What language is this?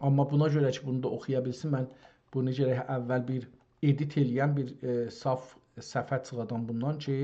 South Azerbaijani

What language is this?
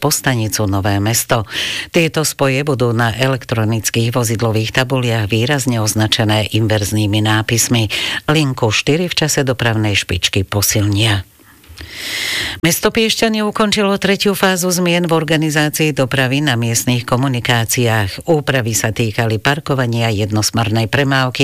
Slovak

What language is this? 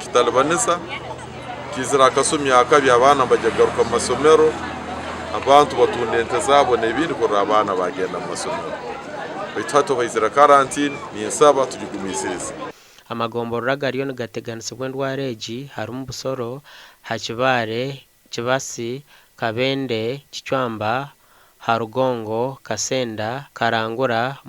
Nyankole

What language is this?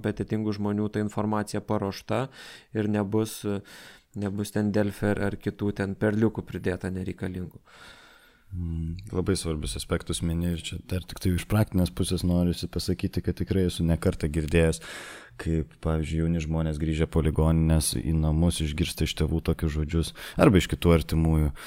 Lithuanian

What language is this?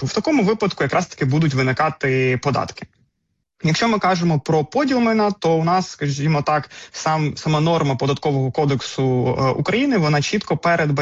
Ukrainian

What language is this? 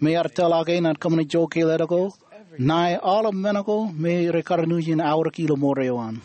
Marshallese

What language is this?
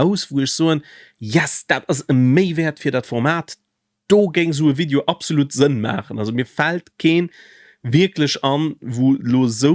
Luxembourgish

